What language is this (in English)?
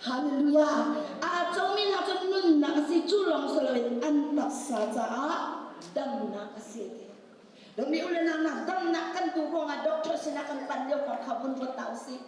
Hakha Chin